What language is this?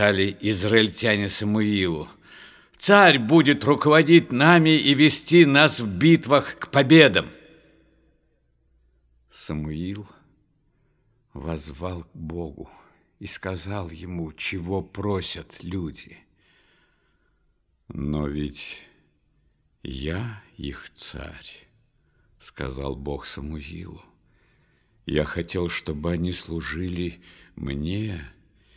Russian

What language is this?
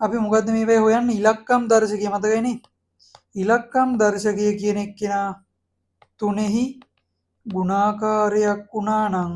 Sinhala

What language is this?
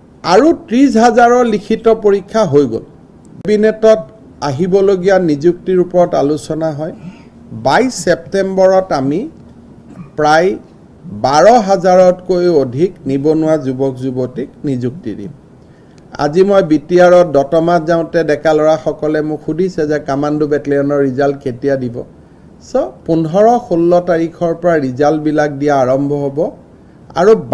Assamese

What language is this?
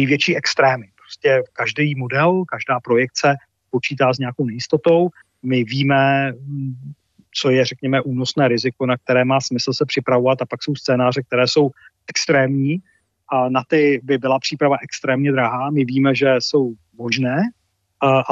Czech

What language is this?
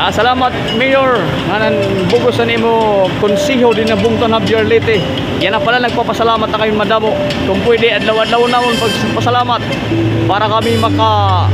Waray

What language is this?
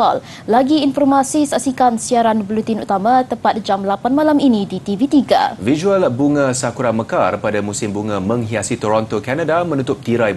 Malay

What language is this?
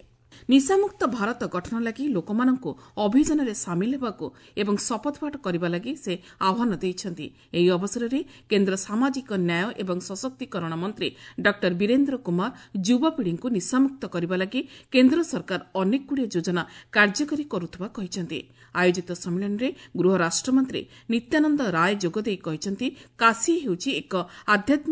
Odia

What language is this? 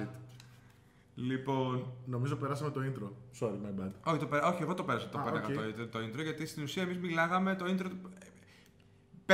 Greek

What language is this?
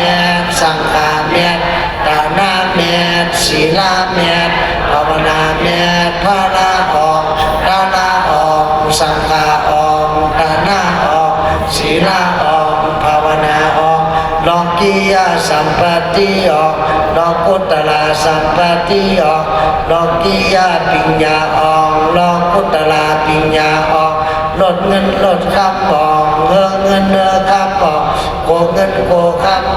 Shan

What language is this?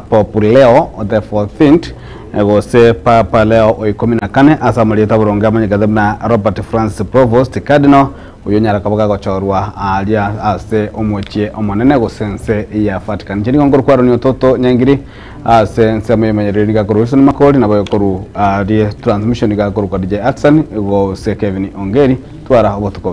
Gusii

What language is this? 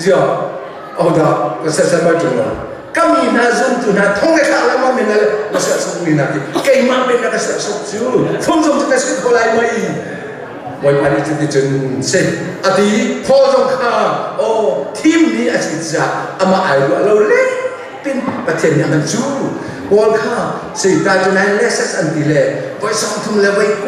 Hakha Chin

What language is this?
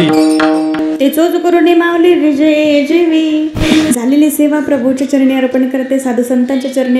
Marathi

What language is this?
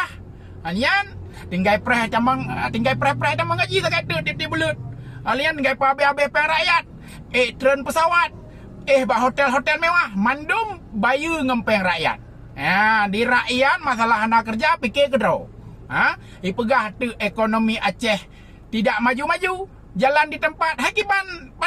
Achinese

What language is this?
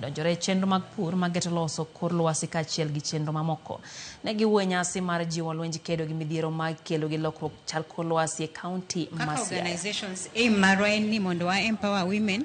Luo (Kenya and Tanzania)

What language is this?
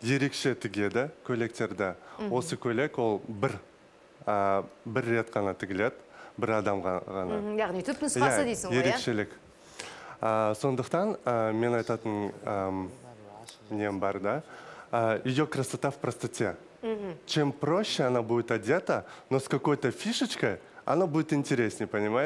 Kazakh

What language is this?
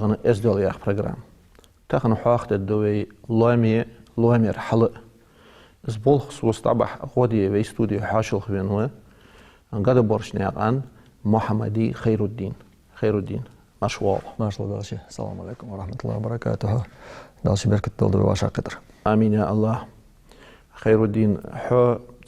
Ingush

